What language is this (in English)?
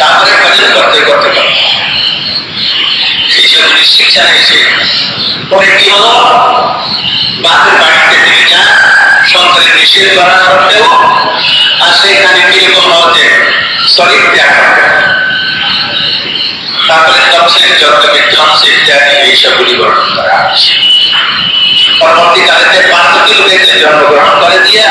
Bangla